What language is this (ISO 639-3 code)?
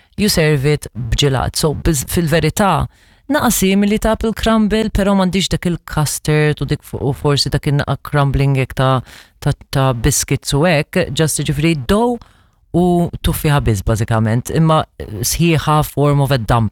mlt